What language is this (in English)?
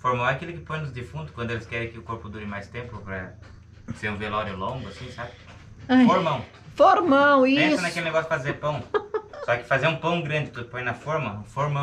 Portuguese